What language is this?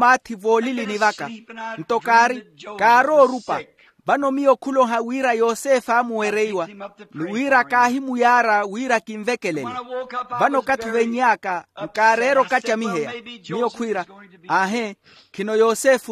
Makhuwa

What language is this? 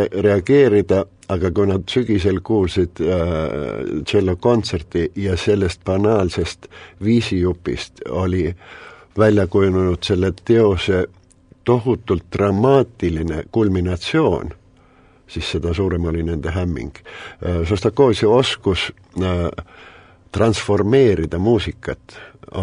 Estonian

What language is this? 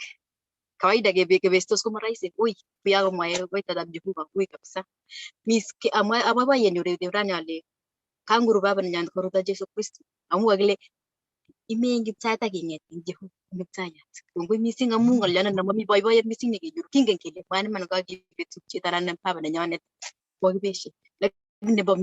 Kalenjin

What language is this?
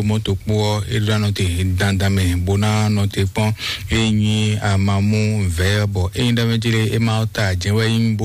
Fon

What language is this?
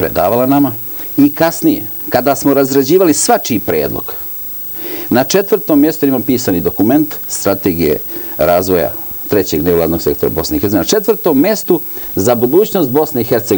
Serbian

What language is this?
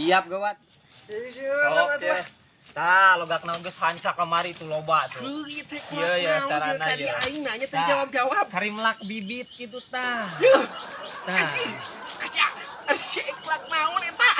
Sundanese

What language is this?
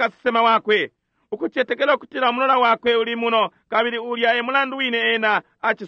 Bemba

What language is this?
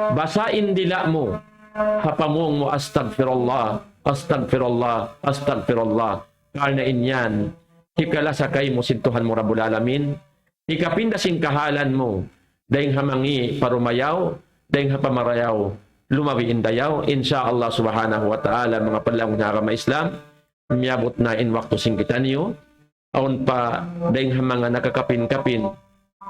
Tausug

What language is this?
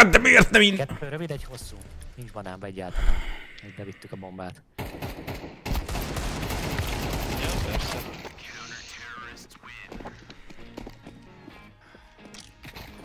Hungarian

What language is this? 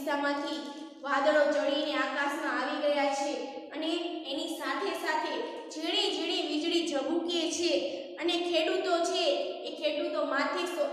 Gujarati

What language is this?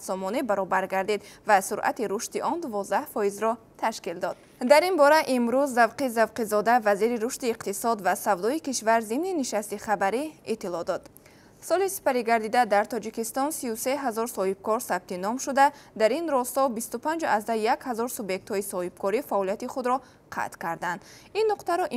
Tajik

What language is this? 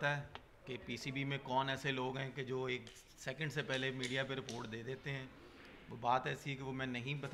Urdu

